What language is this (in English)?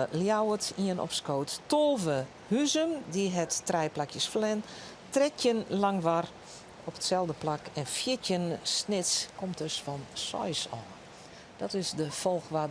Western Frisian